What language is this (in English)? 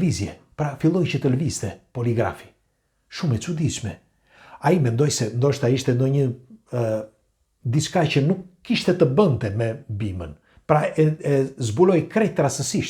Albanian